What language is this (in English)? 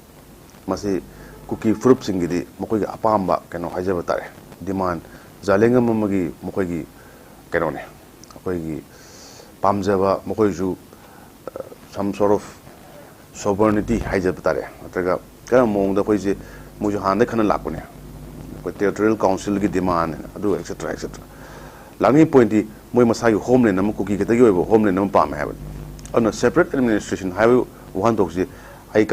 Manipuri